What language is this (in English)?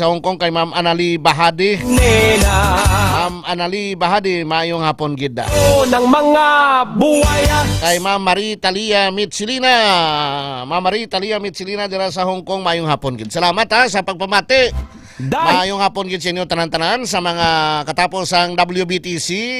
Hiligaynon